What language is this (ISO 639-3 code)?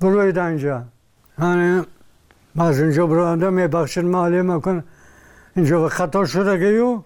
tgk